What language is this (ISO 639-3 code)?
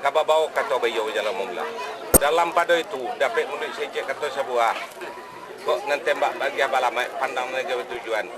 min